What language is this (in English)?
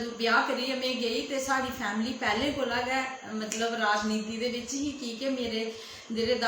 Dogri